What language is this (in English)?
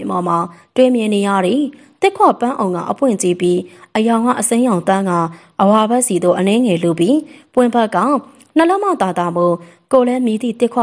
Burmese